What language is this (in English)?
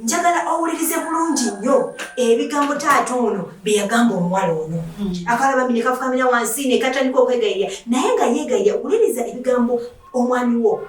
Ganda